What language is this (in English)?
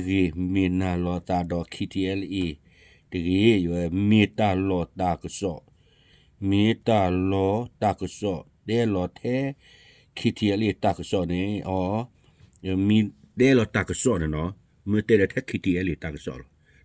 S'gaw Karen